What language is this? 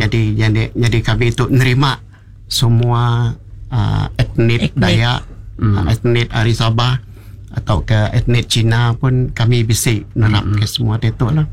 Iban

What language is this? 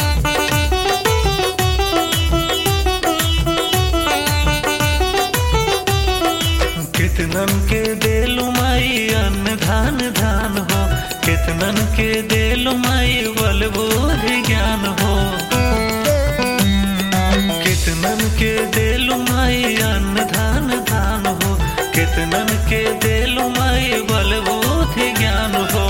Bhojpuri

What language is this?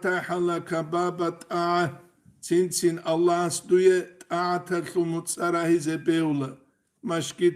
Avaric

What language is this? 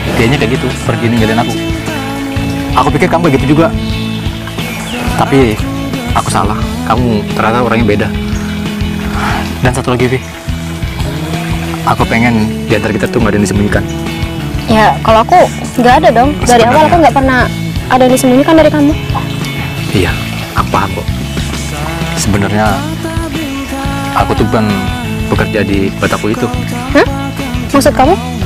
Indonesian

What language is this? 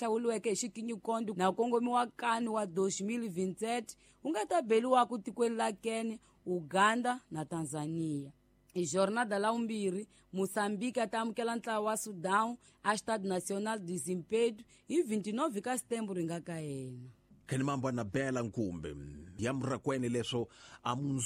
Tsonga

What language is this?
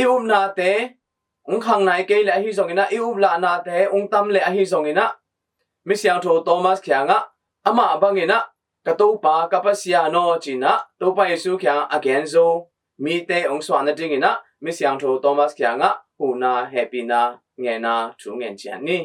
Tedim Chin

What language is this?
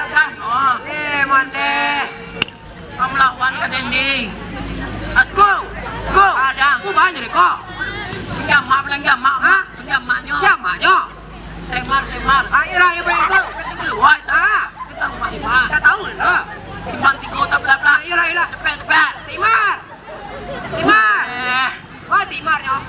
Minangkabau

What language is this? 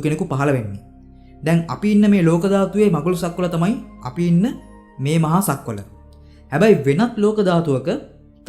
Sinhala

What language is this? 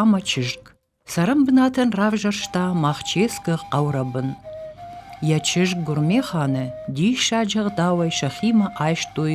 Ossetic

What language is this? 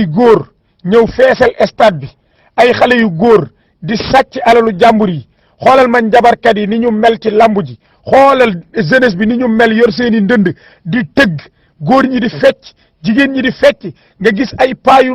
Wolof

